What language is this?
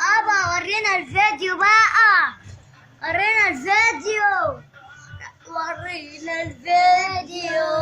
Egyptian Arabic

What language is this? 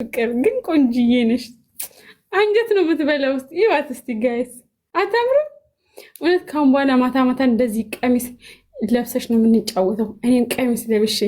Amharic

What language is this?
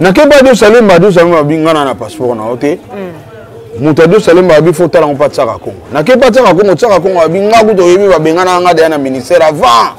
Lingala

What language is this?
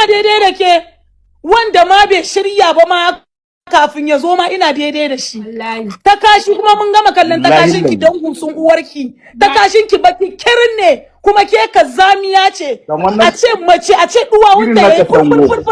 Hausa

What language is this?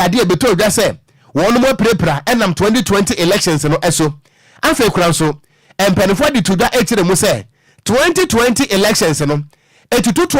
Akan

